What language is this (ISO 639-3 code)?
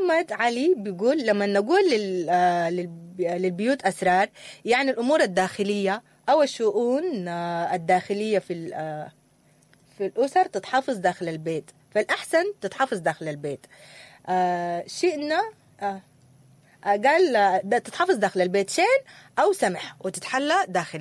apd